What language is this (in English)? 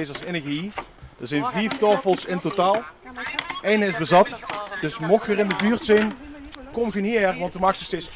Limburgish